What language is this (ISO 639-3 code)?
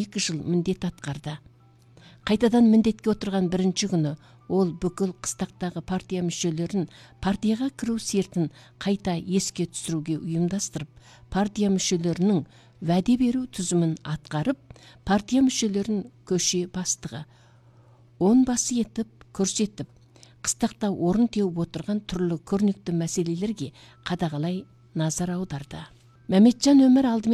kaz